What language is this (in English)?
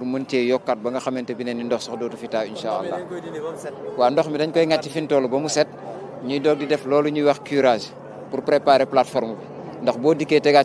Wolof